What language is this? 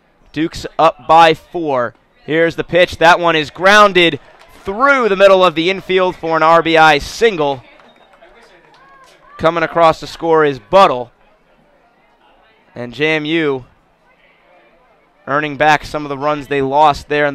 English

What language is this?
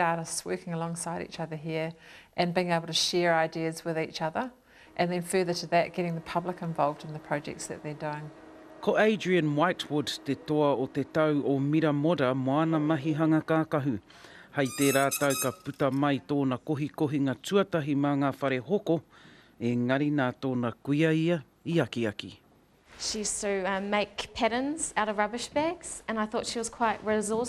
Māori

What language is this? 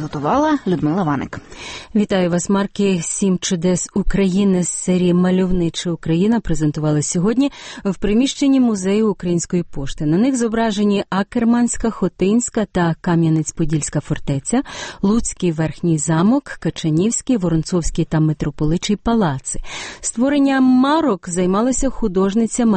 Ukrainian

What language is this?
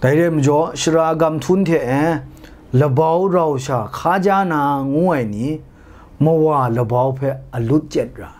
Kachin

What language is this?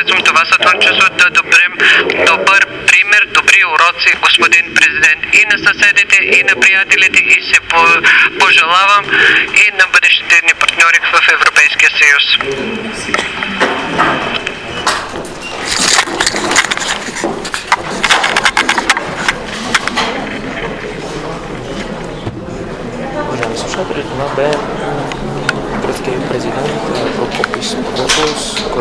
Bulgarian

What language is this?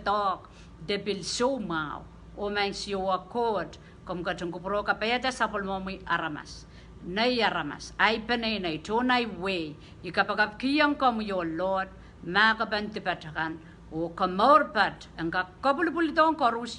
Pohnpeian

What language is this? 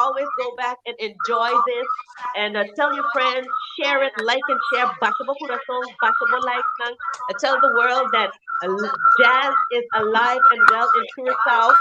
Papiamento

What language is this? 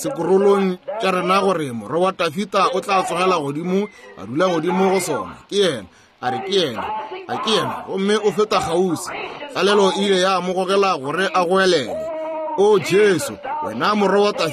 Northern Sotho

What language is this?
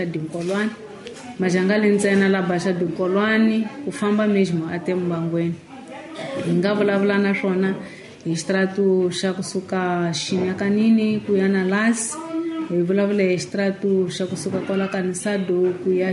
Tsonga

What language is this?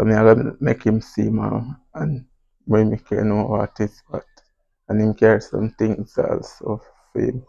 Jamaican Creole English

